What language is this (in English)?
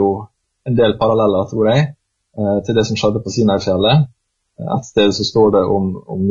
Norwegian